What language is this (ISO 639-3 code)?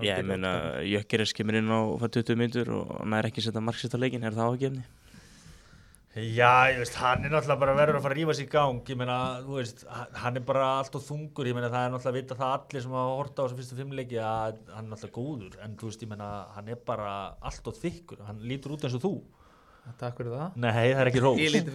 isl